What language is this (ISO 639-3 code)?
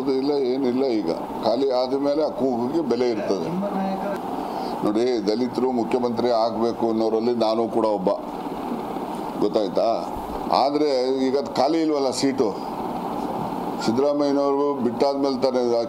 kan